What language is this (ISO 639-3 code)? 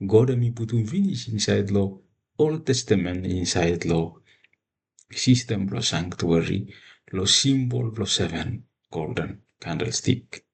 bis